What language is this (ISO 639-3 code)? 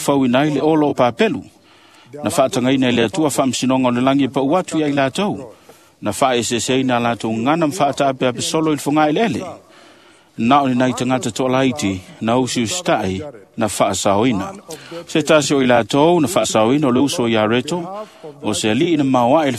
smo